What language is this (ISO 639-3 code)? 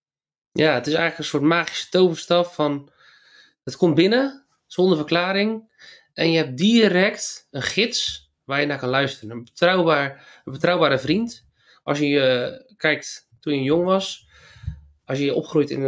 nld